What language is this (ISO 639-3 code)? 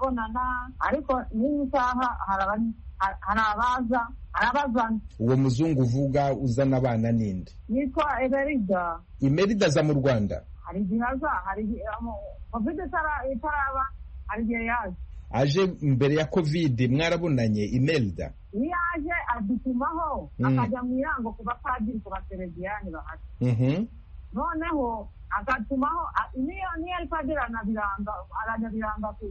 kin